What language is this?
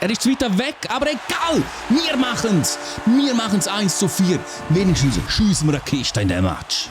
Swiss German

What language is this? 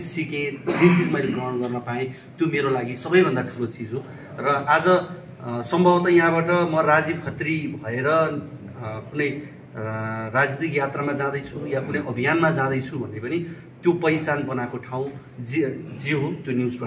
Nepali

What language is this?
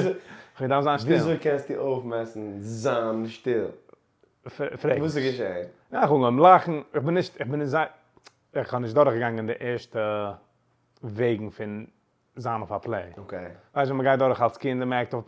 Yiddish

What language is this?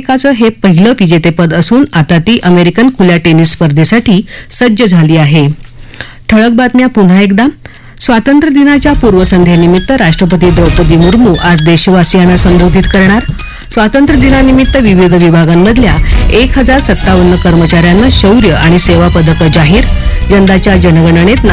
Marathi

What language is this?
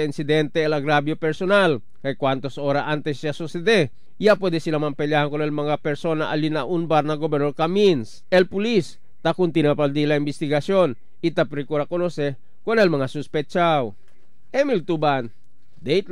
Chavacano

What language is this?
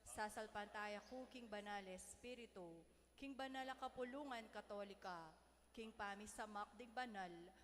Pampanga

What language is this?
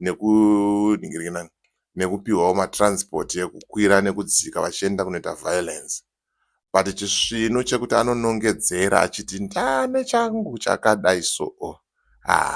Shona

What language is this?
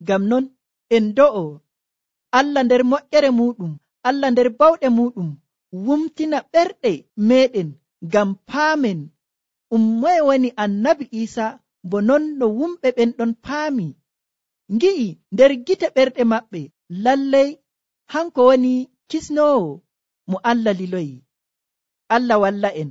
Nigerian Fulfulde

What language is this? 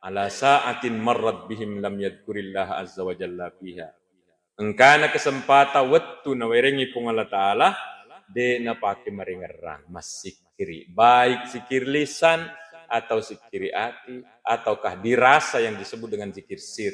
Buginese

